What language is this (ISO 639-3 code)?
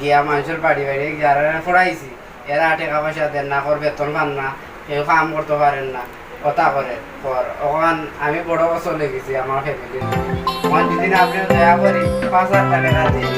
syl